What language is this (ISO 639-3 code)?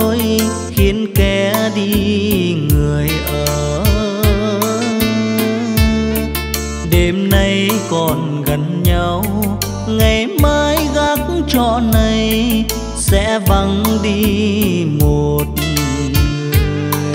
vie